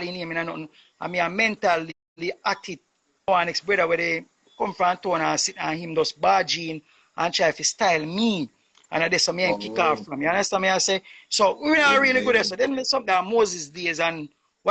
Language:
Jamaican Creole English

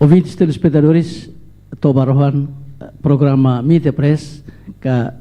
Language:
Tetum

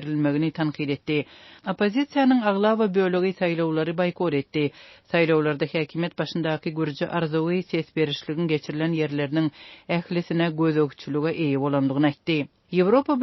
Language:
Turkmen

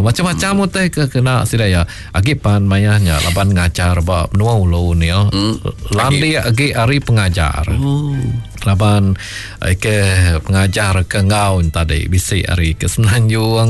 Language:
Iban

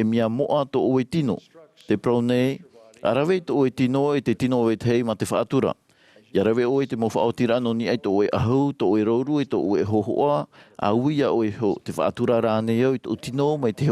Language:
Tahitian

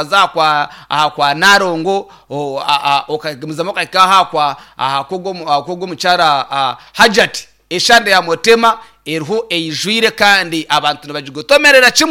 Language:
Nyankole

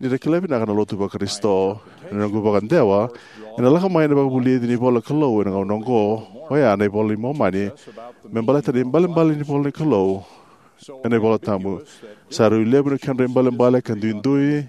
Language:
Fijian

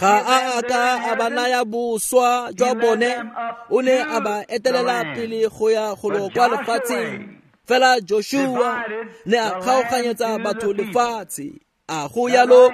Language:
Tswana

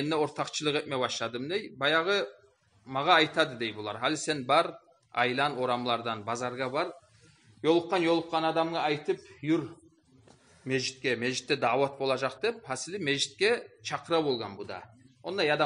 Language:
Kumyk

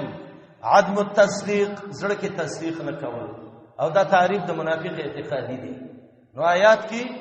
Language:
Pashto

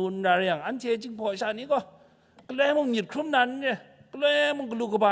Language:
Kachin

